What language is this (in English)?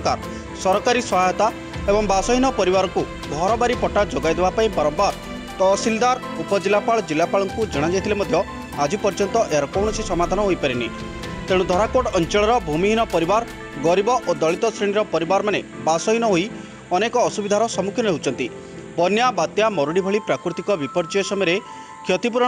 Odia